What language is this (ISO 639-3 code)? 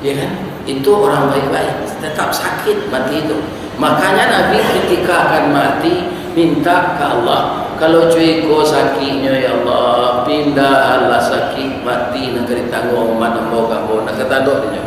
min